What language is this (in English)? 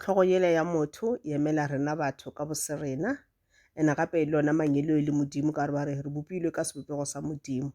Northern Sotho